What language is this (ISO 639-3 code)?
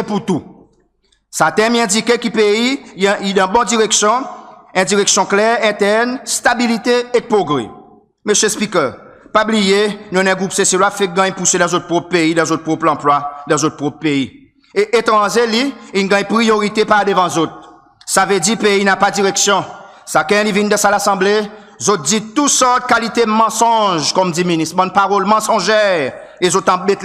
crs